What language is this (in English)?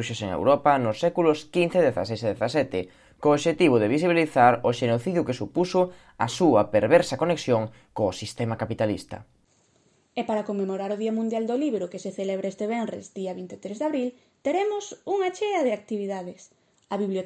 Galician